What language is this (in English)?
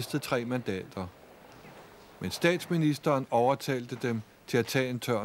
Danish